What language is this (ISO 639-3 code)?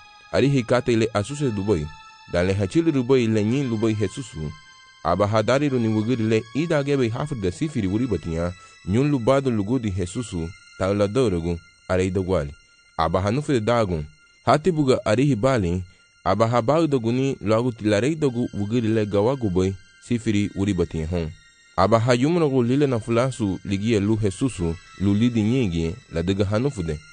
cab